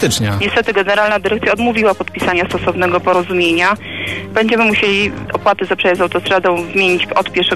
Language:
Polish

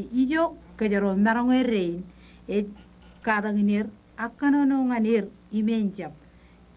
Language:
Marshallese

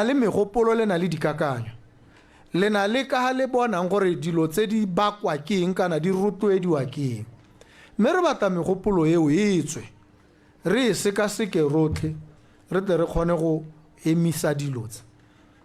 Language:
Tswana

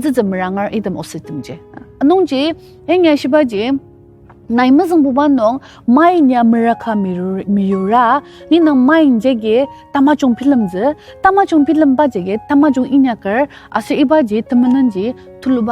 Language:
Ao Naga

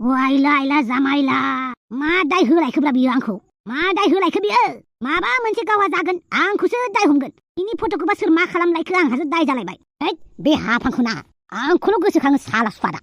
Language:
Bodo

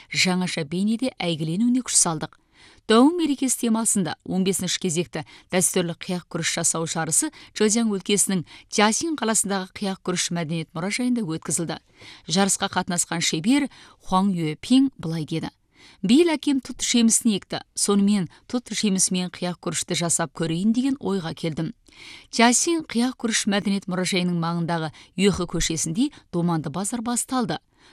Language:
Kazakh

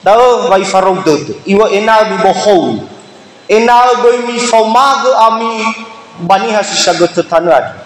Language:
Nias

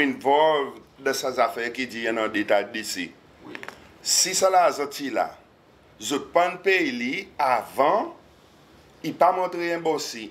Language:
Seselwa Creole French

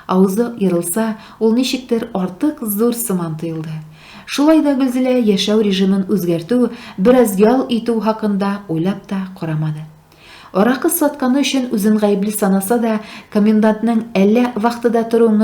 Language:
Tatar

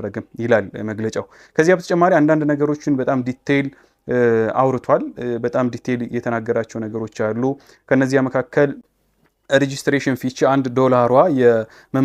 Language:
Amharic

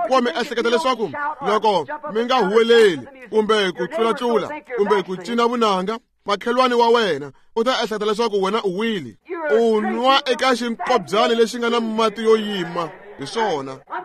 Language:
Tsonga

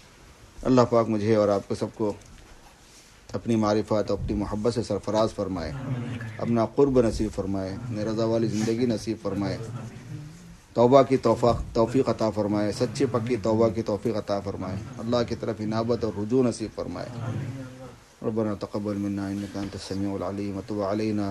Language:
Urdu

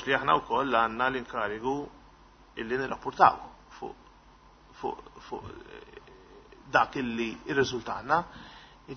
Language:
Maltese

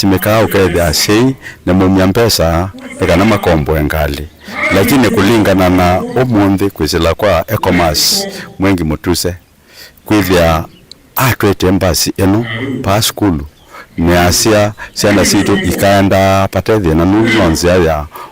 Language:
Kamba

